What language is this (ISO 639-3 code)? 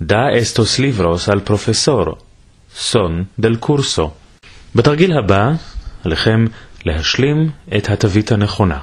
lad